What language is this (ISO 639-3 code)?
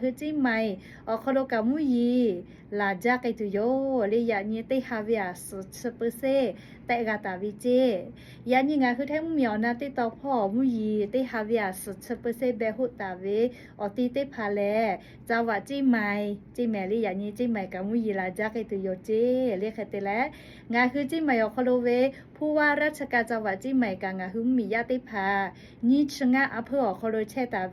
lhu